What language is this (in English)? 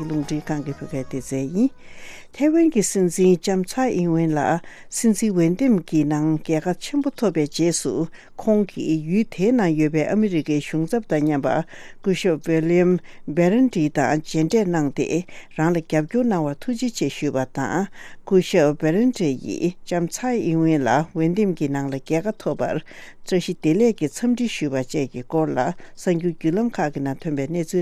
Tibetan